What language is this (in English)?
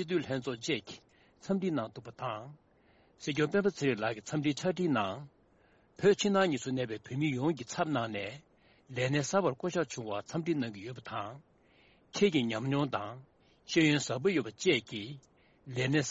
Tibetan